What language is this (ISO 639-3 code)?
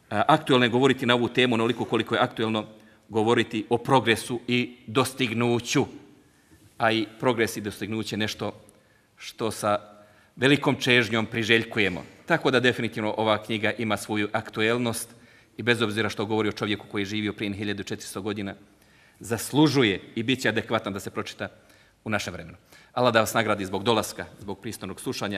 bos